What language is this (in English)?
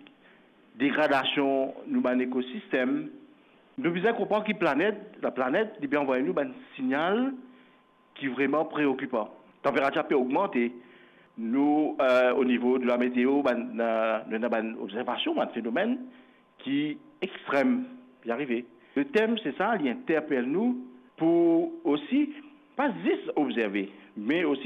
Morisyen